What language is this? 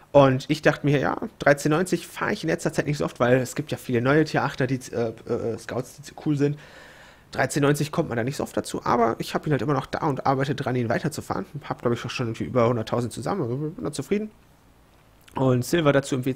German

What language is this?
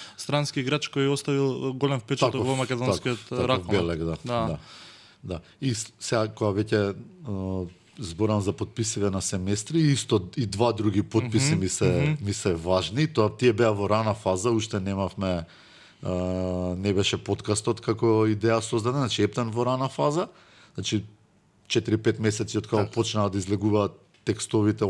Macedonian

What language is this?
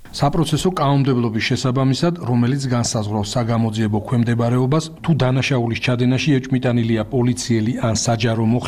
Georgian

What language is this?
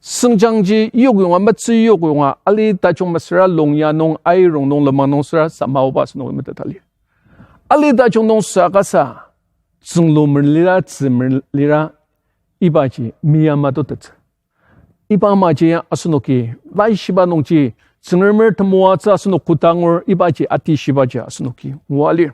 Ao Naga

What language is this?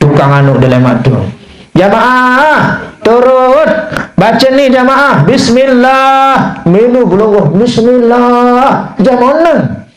Sasak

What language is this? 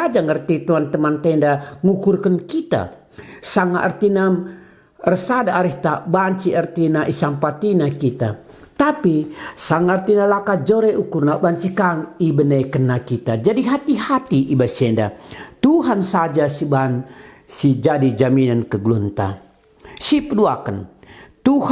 Batak Karo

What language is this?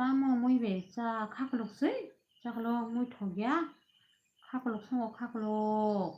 Kok Borok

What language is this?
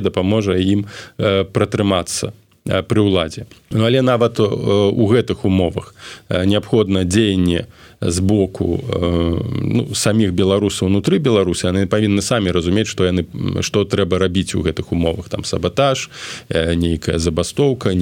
Belarusian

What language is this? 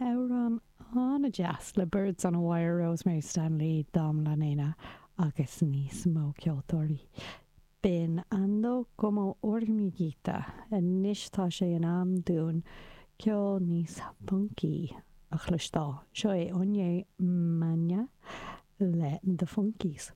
Irish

